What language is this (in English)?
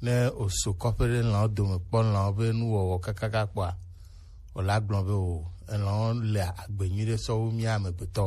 Gen